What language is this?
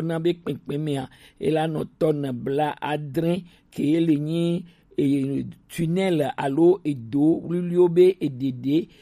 Gen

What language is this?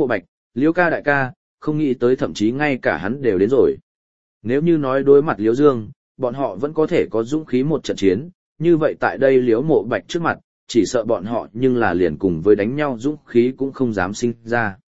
Vietnamese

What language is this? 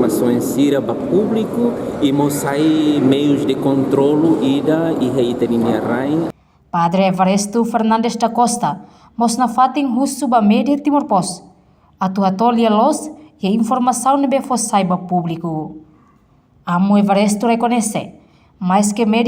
Tetum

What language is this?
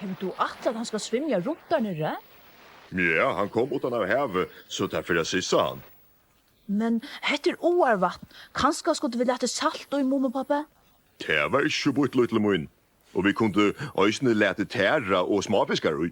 Faroese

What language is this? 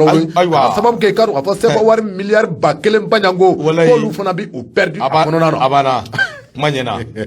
Bambara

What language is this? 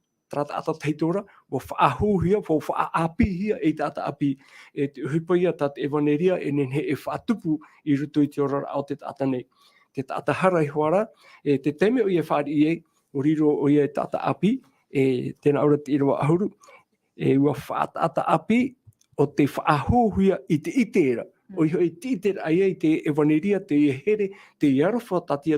Tahitian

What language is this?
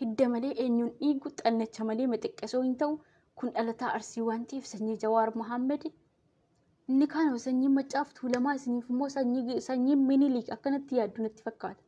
Oromo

